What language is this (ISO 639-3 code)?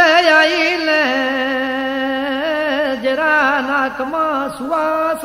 guj